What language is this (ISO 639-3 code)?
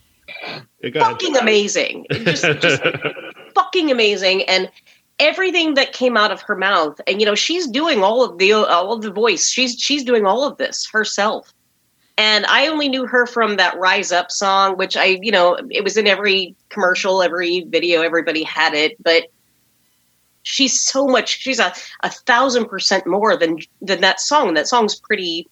eng